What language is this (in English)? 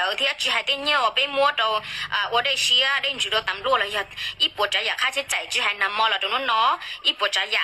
Hmong